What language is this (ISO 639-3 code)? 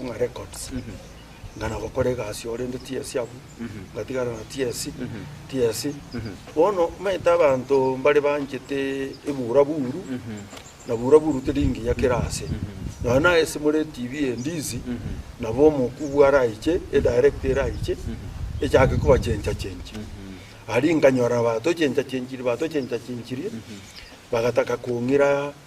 guz